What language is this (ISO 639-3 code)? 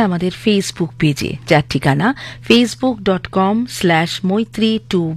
ben